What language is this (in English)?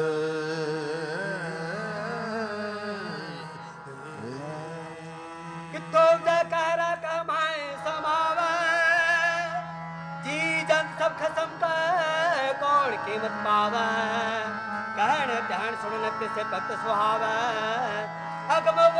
Punjabi